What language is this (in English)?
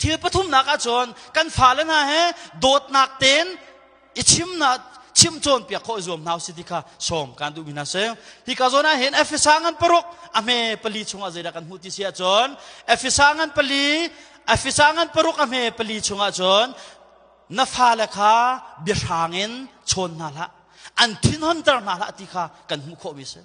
Hakha Chin